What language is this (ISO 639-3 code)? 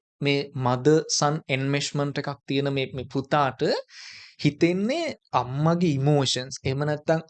sin